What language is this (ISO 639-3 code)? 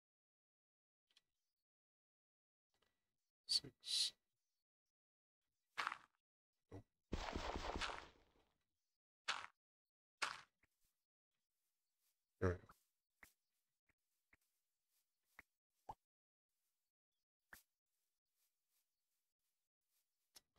eng